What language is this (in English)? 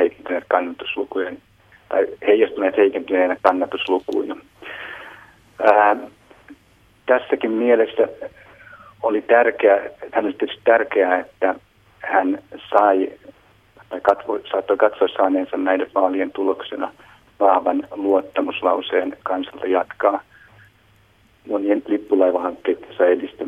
Finnish